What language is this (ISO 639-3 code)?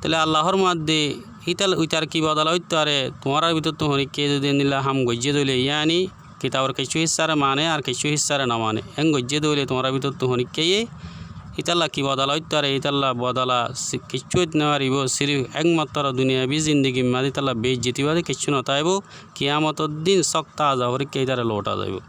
rhg